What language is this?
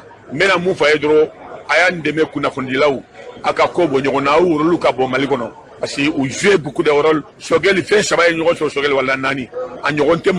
Bambara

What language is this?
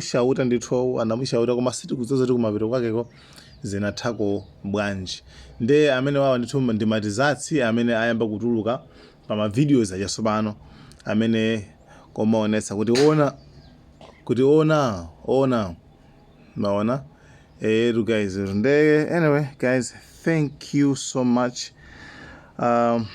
Nyanja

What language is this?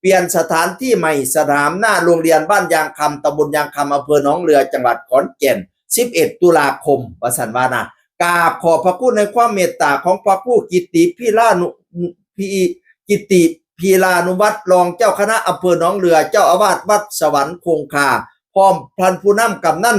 Northeastern Thai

